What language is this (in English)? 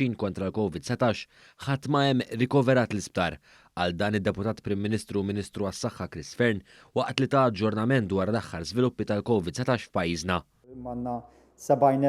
Maltese